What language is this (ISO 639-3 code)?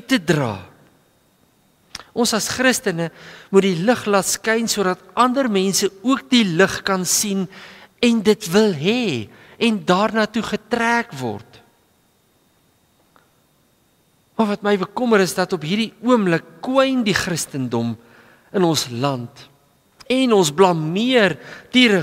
afr